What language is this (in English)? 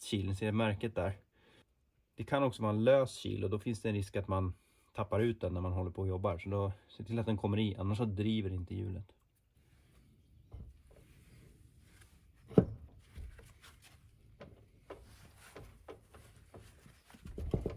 Swedish